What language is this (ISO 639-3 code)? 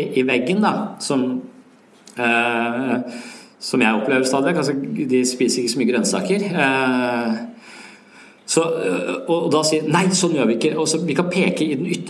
nor